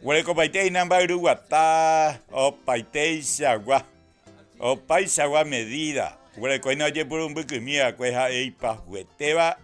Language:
Guarani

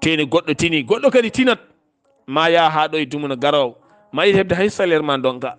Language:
Fula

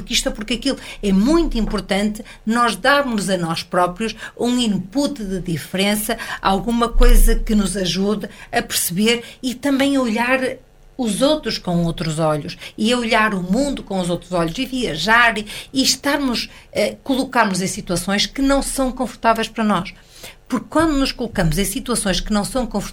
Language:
Portuguese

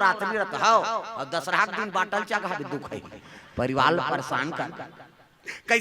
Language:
Chhattisgarhi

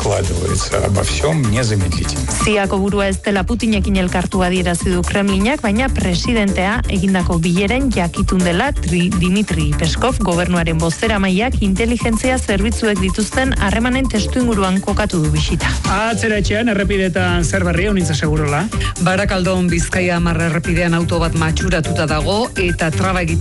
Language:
Basque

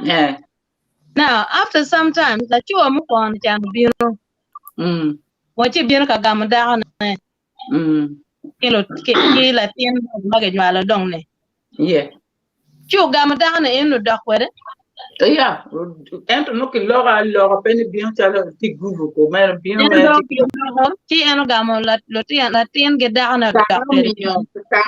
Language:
Acoli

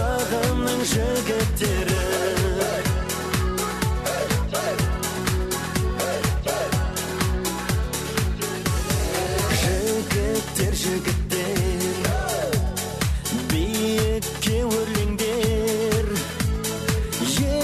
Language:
Kazakh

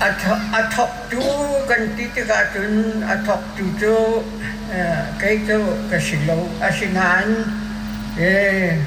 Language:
Hakha Chin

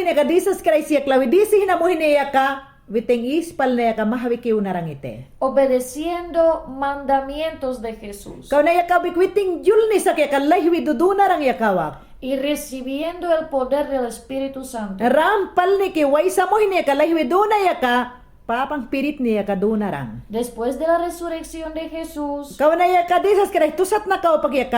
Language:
Mayangna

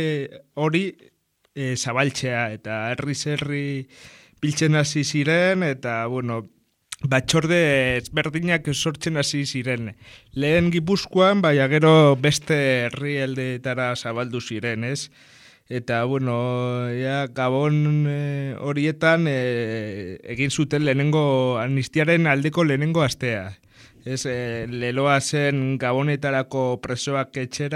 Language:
Basque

